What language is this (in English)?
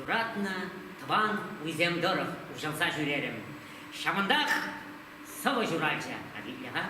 Chuvash